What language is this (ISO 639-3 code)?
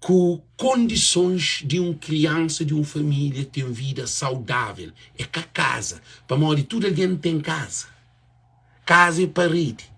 kea